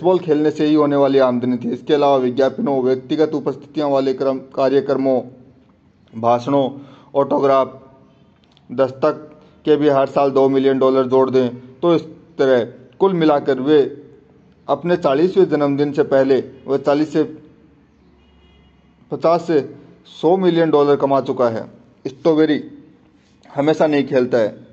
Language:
Hindi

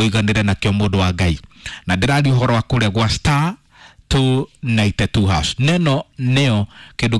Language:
Kikuyu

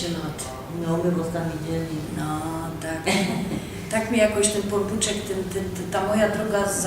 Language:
Silesian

